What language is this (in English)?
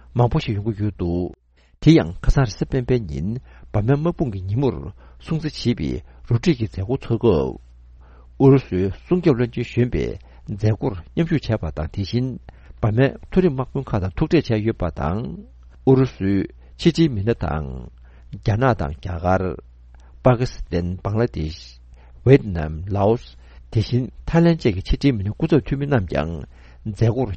Tibetan